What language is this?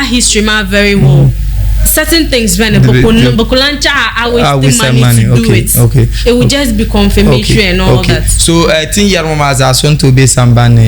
Dagbani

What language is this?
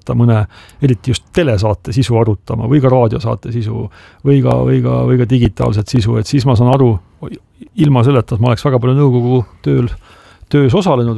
Estonian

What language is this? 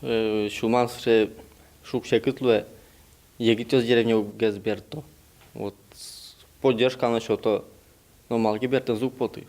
Udmurt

